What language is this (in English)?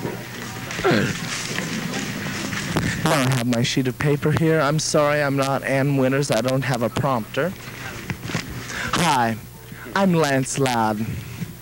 English